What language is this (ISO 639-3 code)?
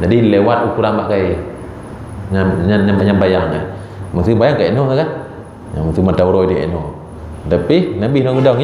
ace